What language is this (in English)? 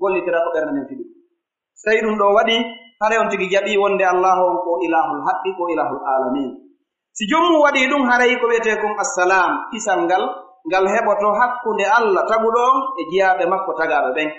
Pular